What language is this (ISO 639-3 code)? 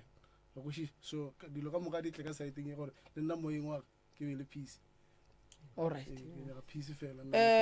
nso